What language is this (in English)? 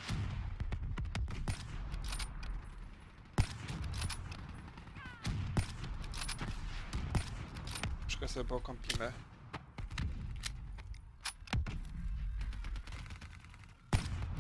Polish